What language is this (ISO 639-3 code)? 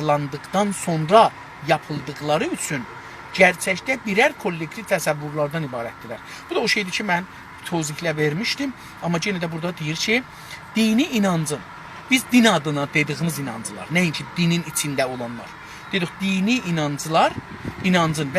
azb